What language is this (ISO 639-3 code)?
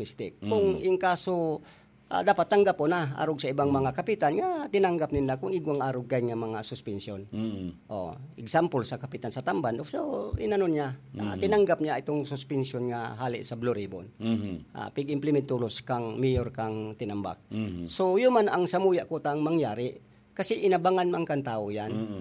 bik